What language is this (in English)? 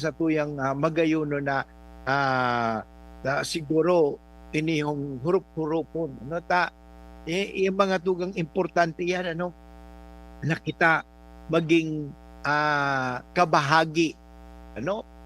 Bikol